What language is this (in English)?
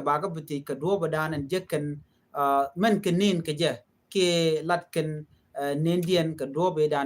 Nuer